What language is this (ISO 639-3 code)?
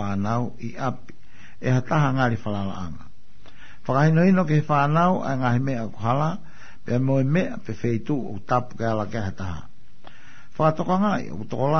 ton